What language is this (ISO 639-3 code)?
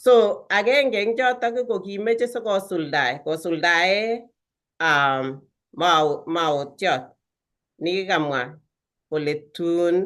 kln